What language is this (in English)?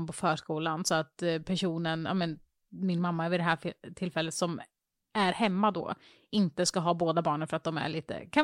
Swedish